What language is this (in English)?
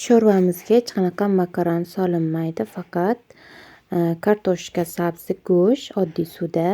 Uzbek